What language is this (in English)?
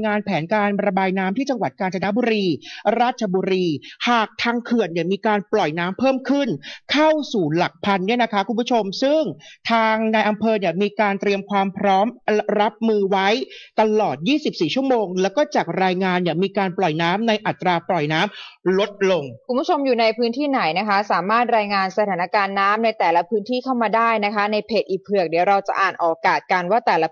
Thai